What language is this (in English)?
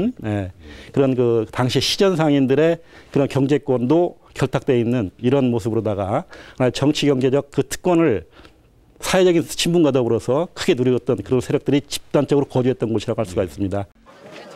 Korean